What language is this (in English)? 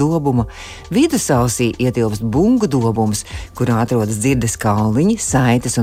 Latvian